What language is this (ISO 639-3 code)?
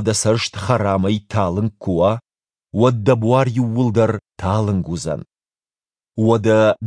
oss